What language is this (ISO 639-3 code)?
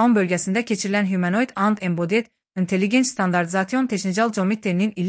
aze